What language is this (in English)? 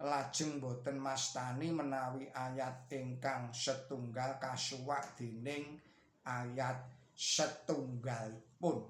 Javanese